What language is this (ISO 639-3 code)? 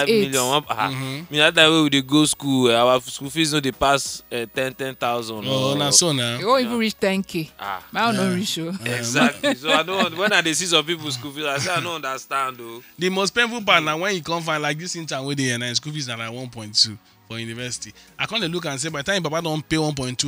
pcm